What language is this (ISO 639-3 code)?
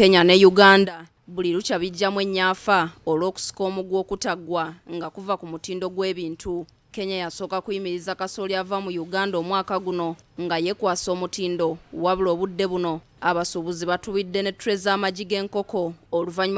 lug